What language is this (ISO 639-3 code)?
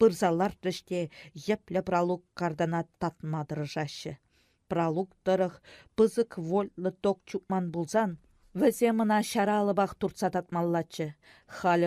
chv